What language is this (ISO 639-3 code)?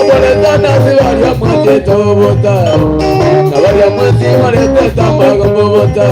guz